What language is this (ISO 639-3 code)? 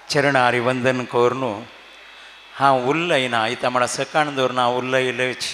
kok